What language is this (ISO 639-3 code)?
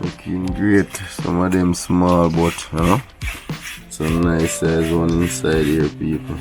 jam